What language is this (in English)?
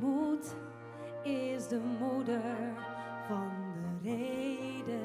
Western Frisian